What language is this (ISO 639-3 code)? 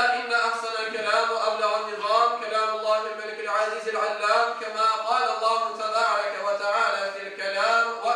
crh